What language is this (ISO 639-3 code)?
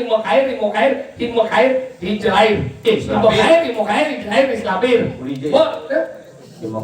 ban